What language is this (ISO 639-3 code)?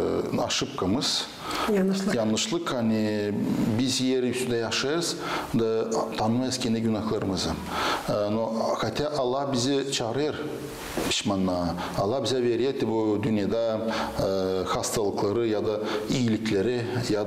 gag